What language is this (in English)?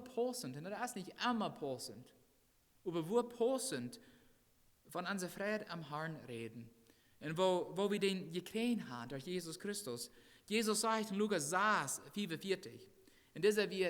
Plautdietsch